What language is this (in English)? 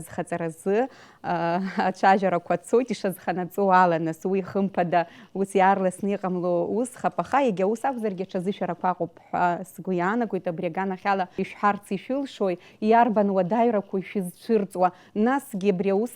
Abkhazian